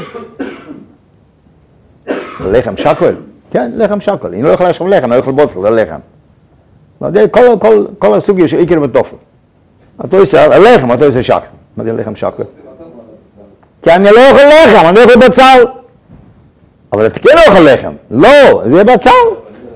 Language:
Hebrew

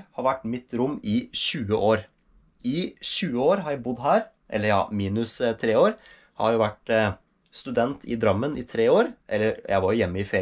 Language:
Norwegian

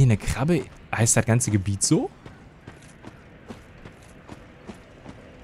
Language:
German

